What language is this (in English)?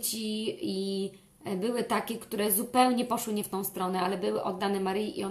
Polish